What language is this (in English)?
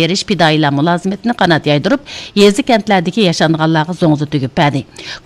Uyghur